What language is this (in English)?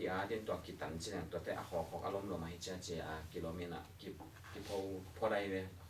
Tedim Chin